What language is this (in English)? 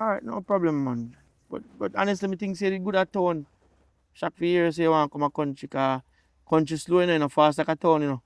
Jamaican Creole English